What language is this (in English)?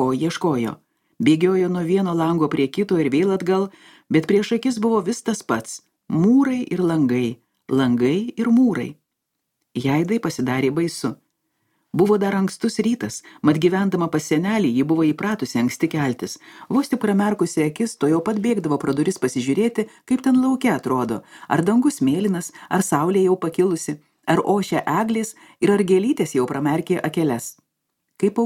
Lithuanian